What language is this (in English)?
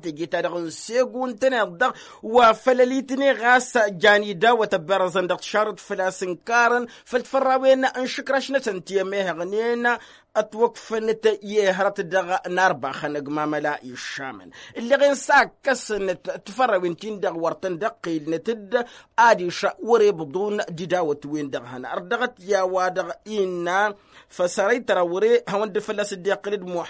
Tamasheq